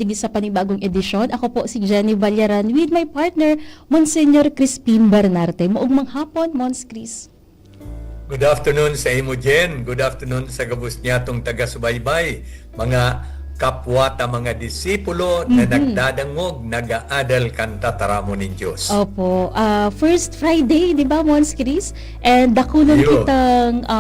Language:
Bikol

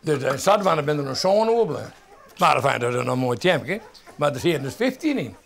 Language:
Western Frisian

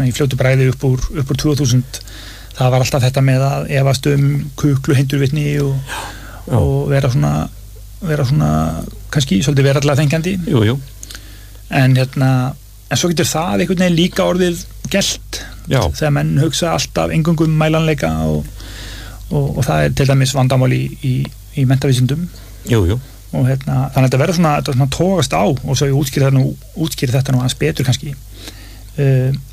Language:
Icelandic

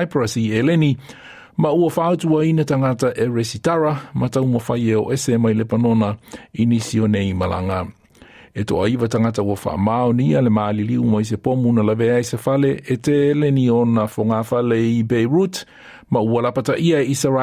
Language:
Samoan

